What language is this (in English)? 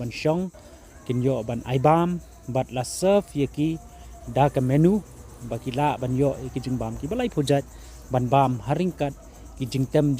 Khasi